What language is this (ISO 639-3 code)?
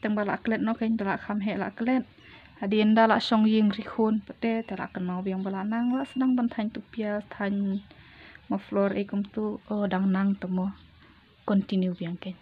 kha